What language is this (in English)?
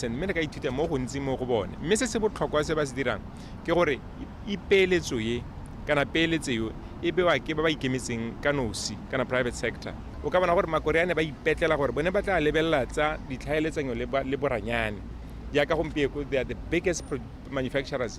Tswana